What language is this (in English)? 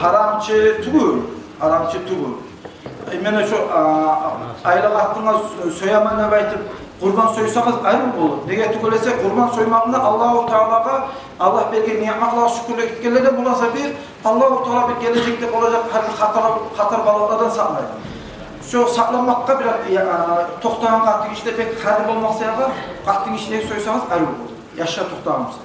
Kumyk